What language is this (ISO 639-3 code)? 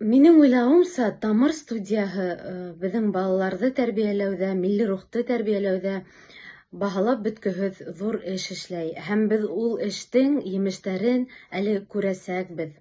bak